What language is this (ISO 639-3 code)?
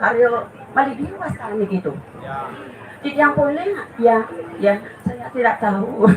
ban